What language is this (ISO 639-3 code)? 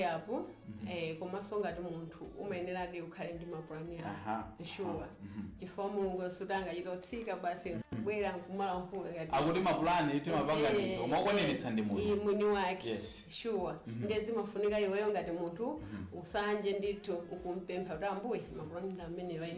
nya